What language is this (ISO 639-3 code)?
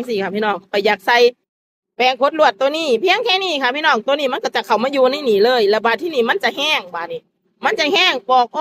lao